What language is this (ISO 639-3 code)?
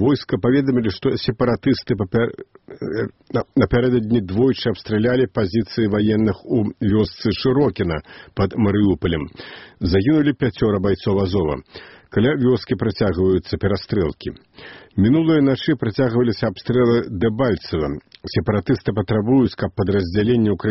bel